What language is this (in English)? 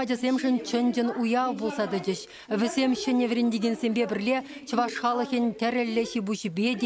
Chuvash